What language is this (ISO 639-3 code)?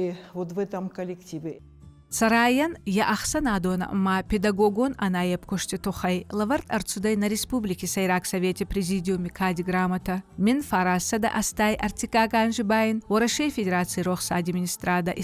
oss